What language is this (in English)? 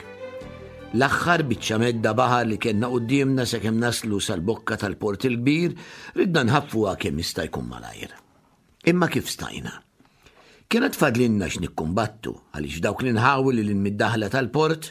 Maltese